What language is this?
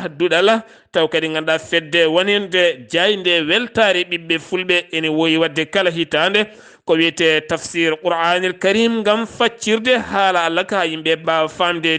Fula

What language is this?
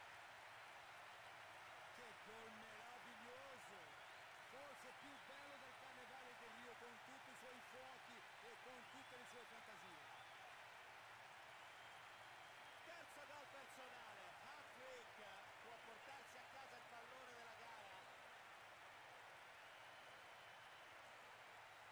Italian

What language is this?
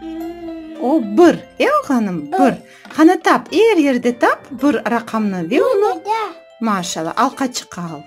Crimean Tatar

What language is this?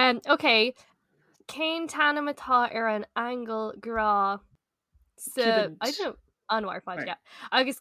Irish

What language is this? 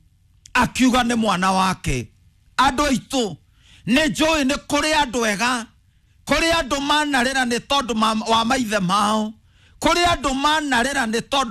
Kikuyu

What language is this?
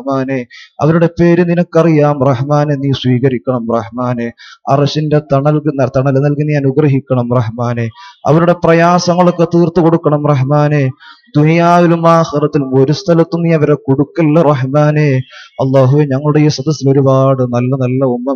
Malayalam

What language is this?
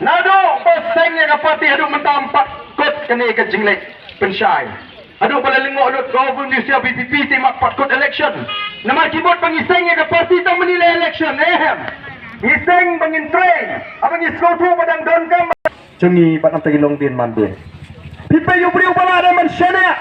Khasi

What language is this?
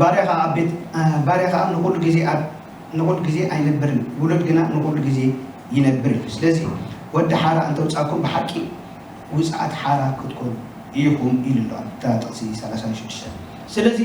Tigrinya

